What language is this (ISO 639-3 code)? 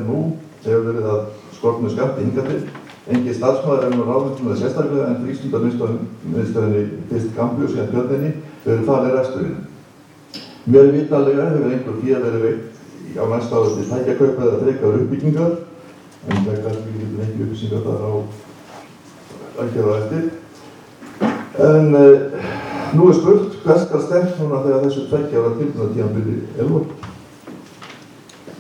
isl